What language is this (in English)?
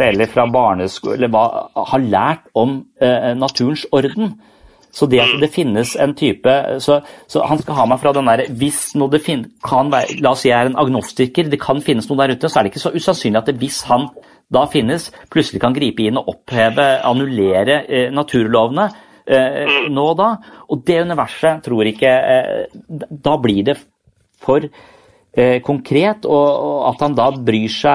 Norwegian